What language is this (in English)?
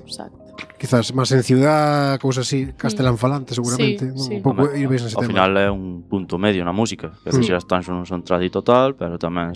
Galician